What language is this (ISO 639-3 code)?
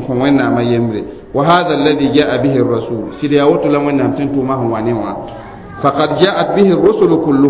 mos